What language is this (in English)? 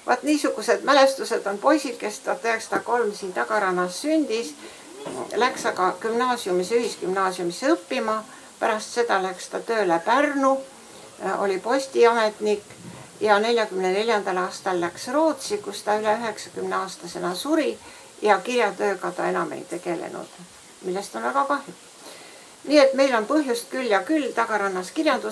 Estonian